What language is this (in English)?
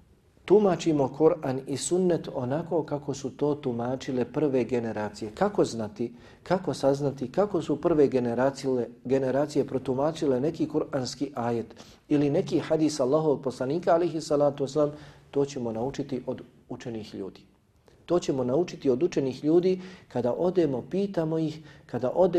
Bosnian